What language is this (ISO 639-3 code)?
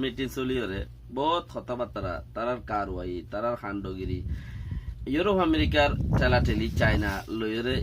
rhg